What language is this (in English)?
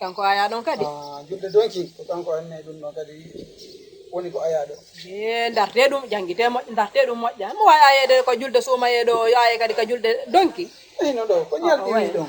Fula